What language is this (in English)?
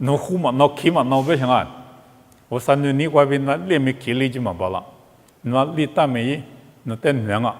Lisu